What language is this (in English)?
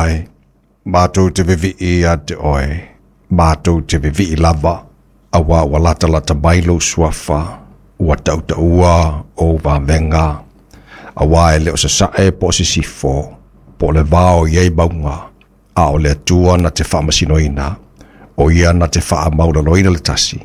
Samoan